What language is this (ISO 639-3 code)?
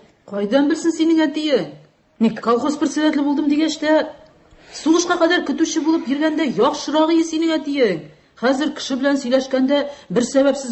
tat